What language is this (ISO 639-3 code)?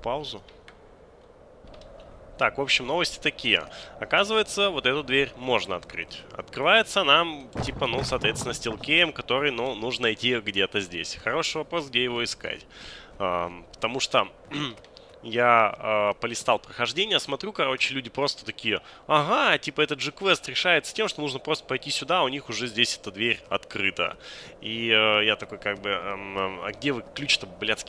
rus